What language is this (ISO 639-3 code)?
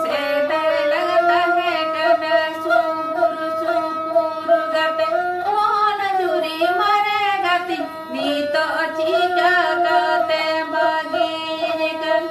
sat